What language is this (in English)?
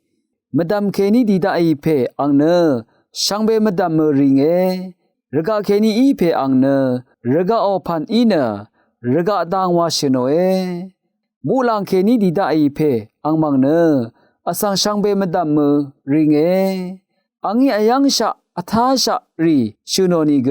Rawang